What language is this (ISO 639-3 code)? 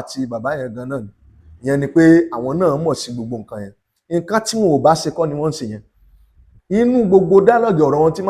yor